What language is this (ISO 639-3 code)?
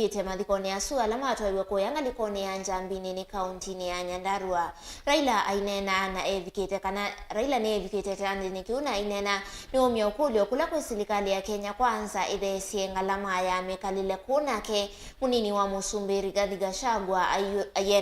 kam